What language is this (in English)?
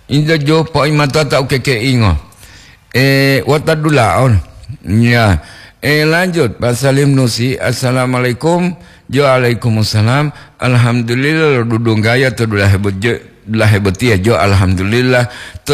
Gorontalo